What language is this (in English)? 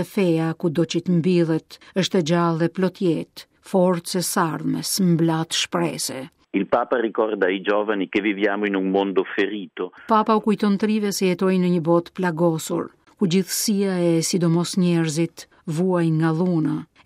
Albanian